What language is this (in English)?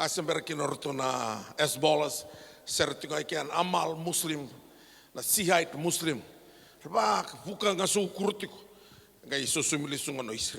Fijian